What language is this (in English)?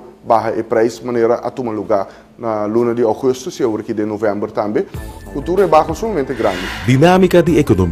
Papiamento